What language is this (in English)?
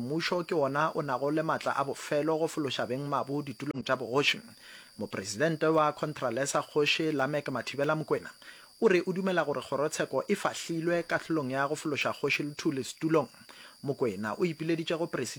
Northern Sotho